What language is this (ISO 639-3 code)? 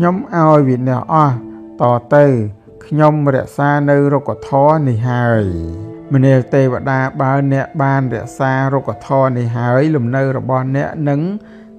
khm